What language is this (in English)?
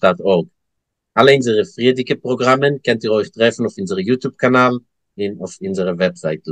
Yiddish